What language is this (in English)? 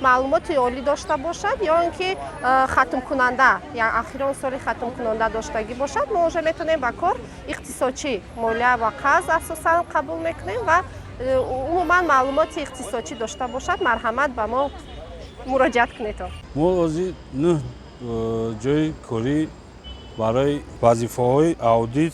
Tajik